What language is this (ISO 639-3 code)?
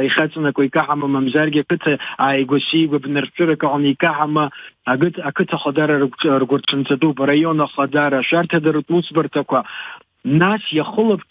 abk